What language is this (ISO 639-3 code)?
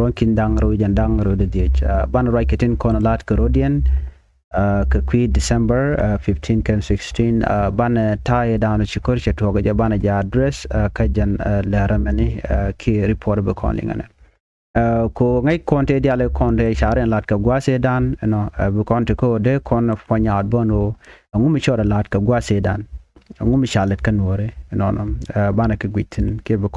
nus